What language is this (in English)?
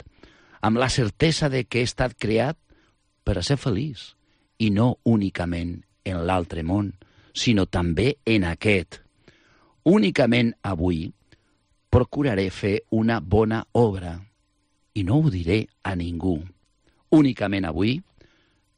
Catalan